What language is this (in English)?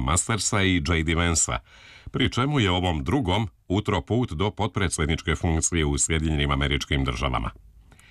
Croatian